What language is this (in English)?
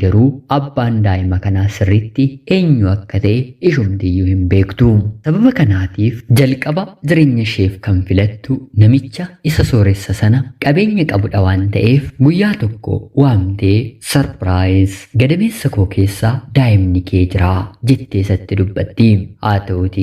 Oromo